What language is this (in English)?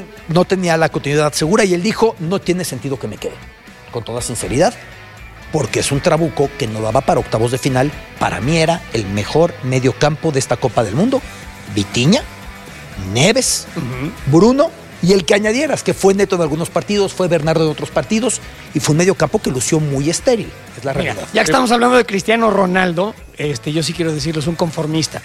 Spanish